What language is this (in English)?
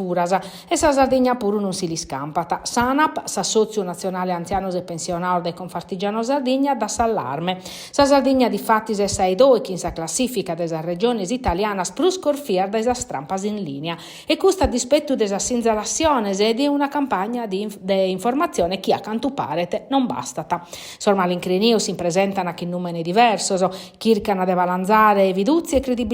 Sardinian